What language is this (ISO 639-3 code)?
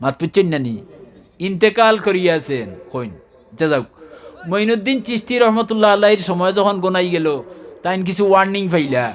syl